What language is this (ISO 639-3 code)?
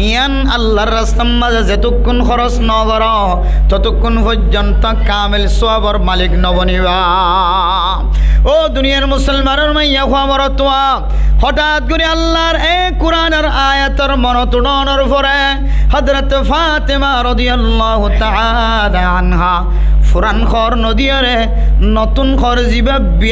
rhg